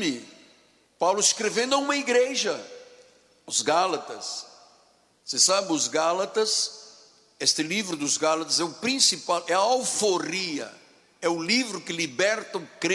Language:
Portuguese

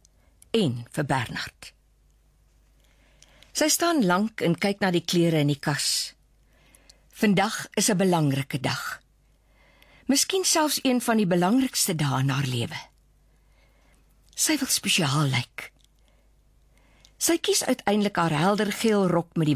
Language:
Afrikaans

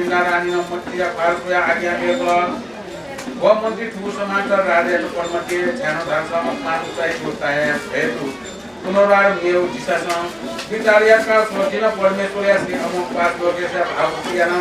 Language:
Newari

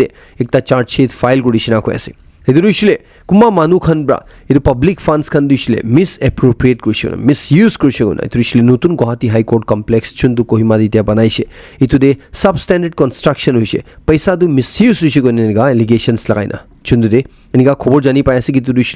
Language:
Naga Pidgin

